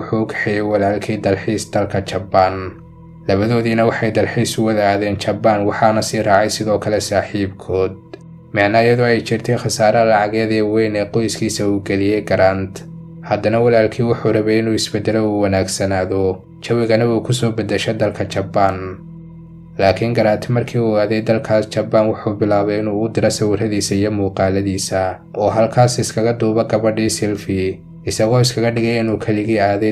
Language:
Somali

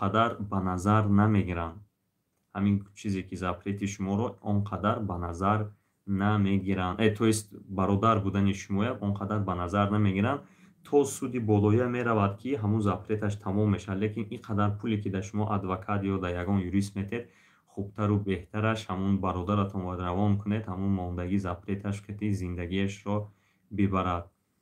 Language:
Tajik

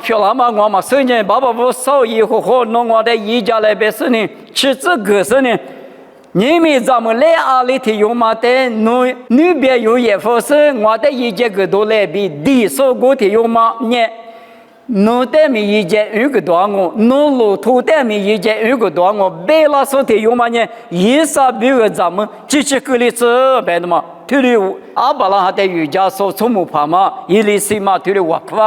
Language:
Lisu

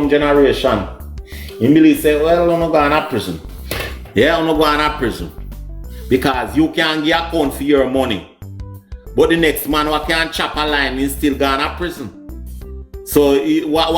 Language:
Jamaican Creole English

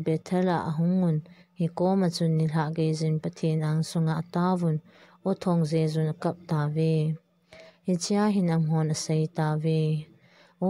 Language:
Thado Chin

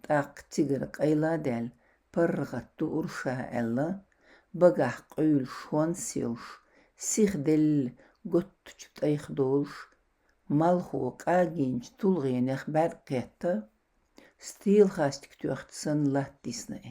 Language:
Chechen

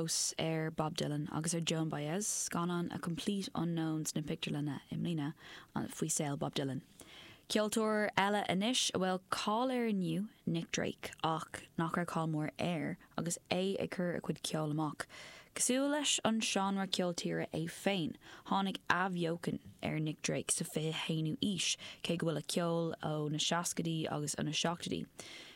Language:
Irish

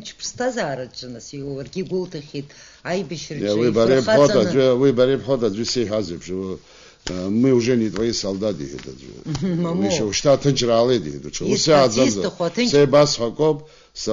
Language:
Abkhazian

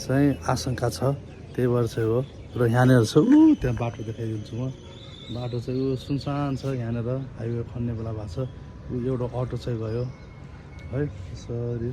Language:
Nepali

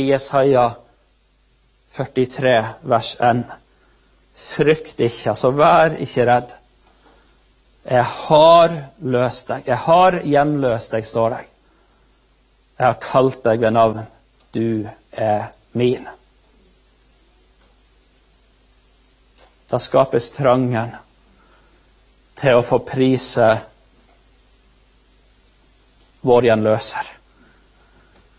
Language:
Norwegian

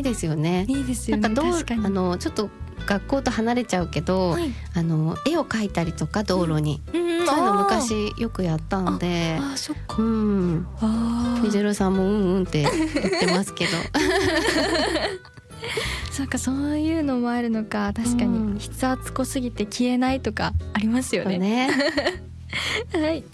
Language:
Japanese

